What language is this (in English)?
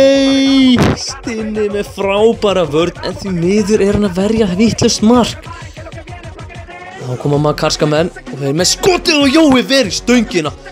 Icelandic